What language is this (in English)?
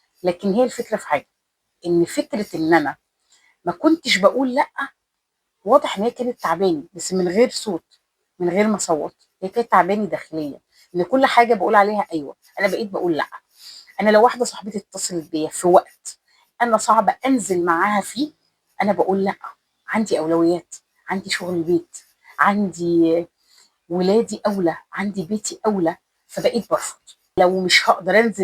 Egyptian Arabic